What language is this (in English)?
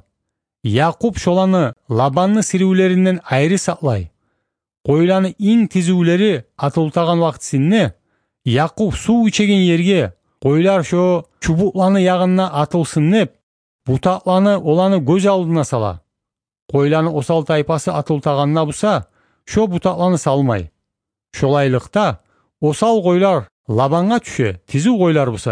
Kumyk